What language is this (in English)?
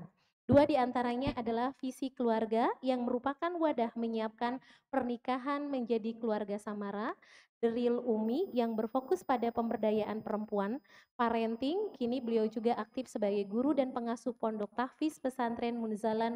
Indonesian